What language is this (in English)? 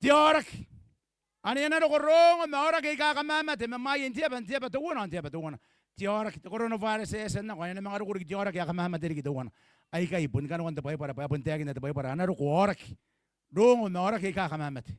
Gilbertese